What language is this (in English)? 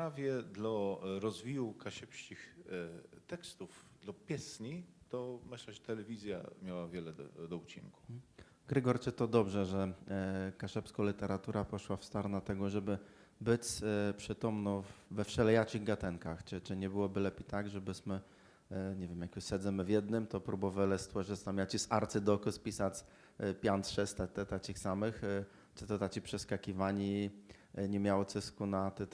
Kashubian